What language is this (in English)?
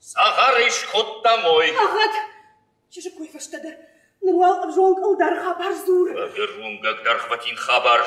Ossetic